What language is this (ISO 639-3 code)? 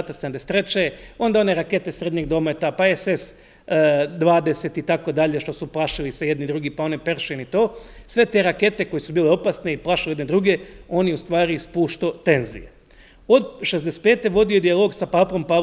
hrv